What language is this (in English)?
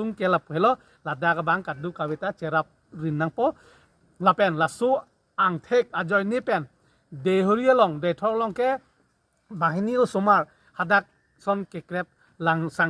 Karbi